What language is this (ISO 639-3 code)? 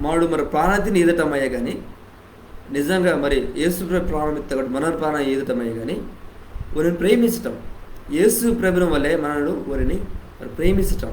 kff